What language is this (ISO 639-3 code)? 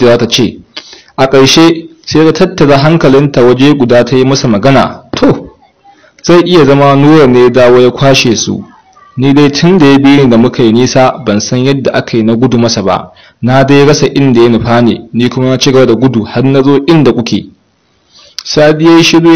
hau